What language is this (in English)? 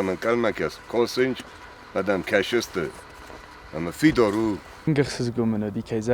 Ossetic